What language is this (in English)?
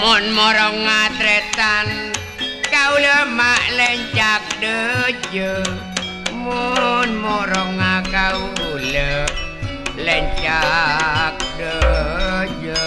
Madurese